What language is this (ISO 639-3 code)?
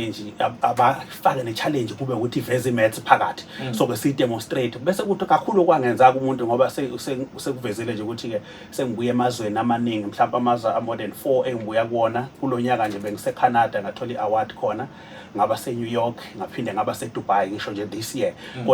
zul